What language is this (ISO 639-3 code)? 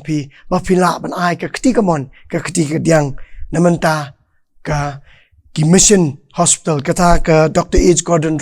kha